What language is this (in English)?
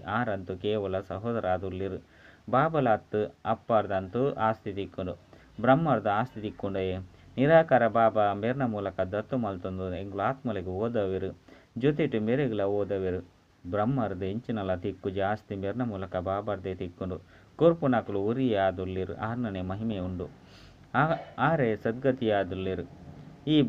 Tulu